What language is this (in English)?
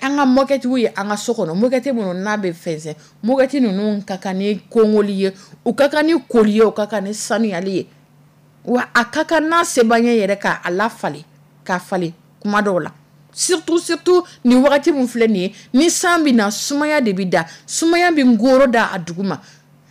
Dyula